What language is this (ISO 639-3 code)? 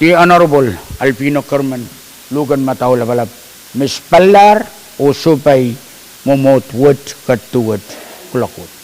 pon